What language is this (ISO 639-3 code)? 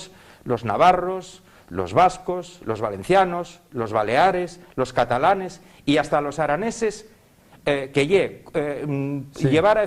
ast